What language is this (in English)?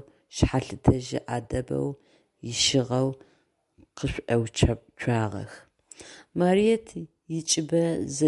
Adyghe